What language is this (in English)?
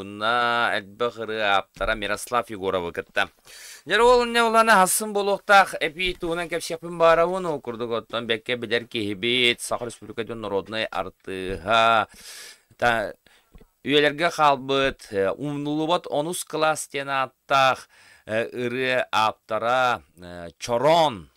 Yakut